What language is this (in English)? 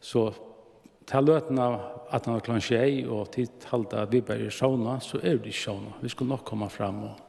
Faroese